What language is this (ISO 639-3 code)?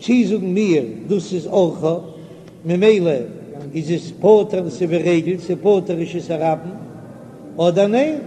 yid